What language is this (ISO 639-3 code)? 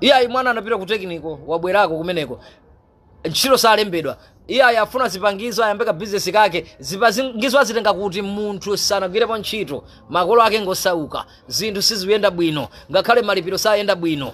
nya